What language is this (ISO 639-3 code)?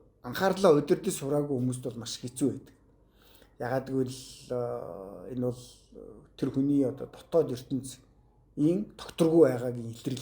mon